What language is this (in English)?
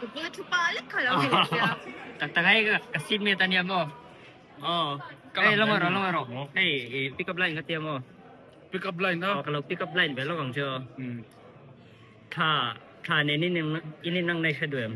Mizo